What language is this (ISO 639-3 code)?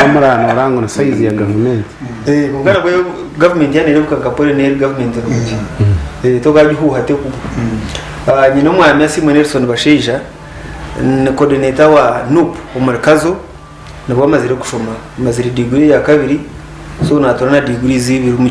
nyn